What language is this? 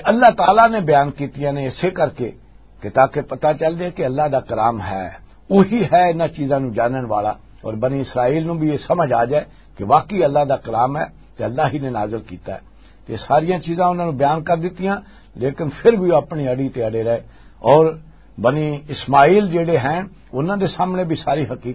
Western Panjabi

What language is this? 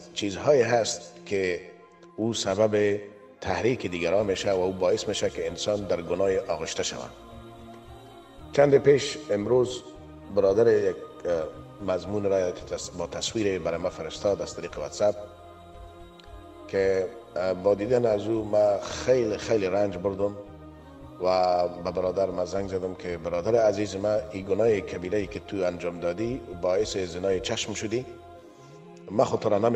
Persian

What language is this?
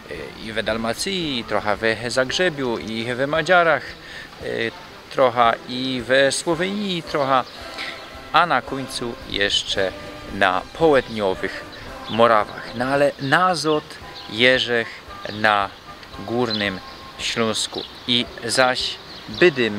Silesian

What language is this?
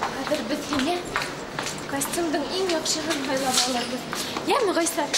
Bashkir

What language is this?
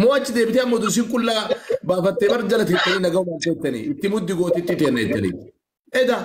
Oromo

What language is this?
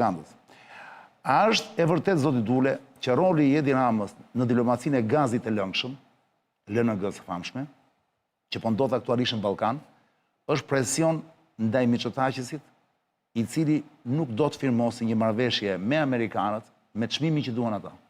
Albanian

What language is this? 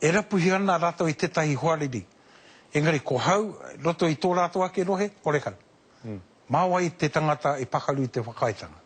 Māori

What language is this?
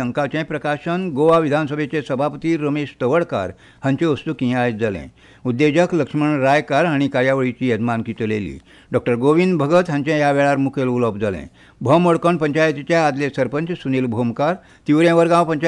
Konkani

